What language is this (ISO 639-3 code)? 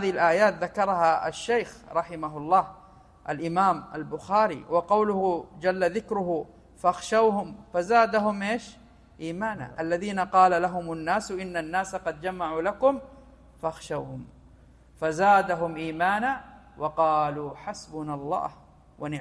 ara